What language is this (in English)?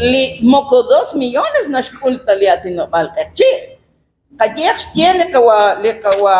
Kekchí